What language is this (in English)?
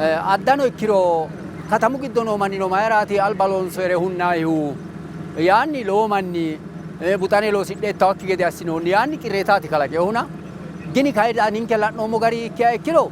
Sidamo